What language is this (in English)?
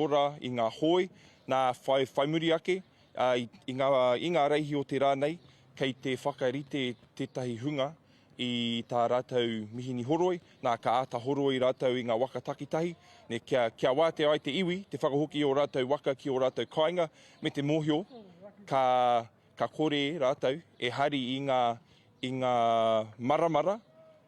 Māori